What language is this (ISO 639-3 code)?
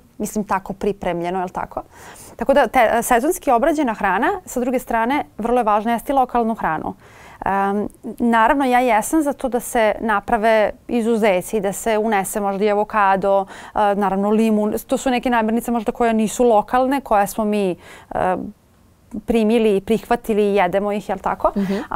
srp